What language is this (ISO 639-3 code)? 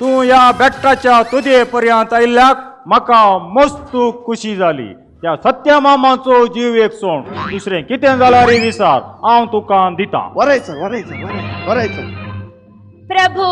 kok